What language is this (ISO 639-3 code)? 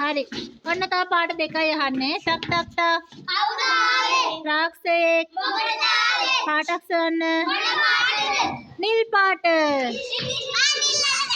sin